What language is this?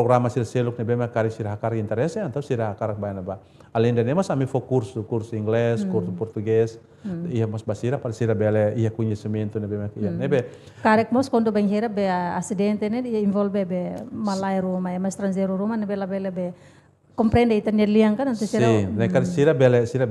Tetum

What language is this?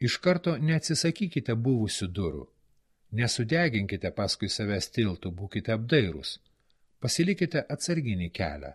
Lithuanian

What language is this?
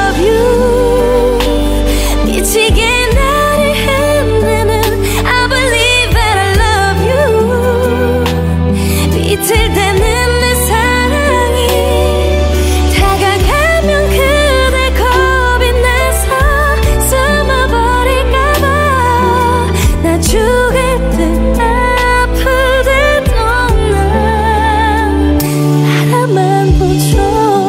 Korean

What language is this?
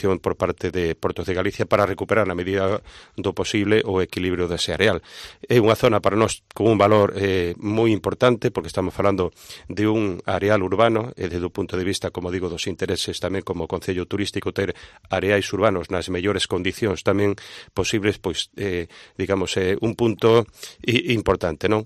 Galician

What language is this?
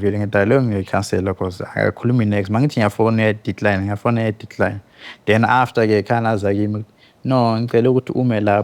Zulu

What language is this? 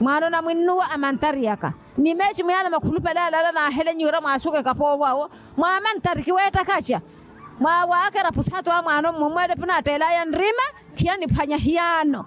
Makhuwa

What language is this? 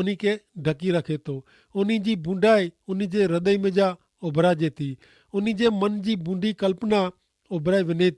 Kachhi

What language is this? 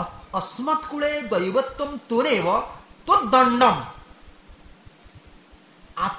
Odia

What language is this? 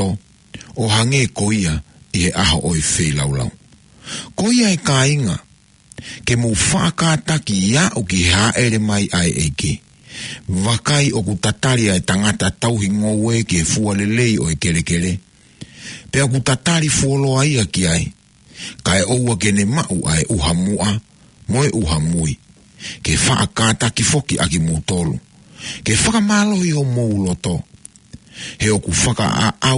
Tongan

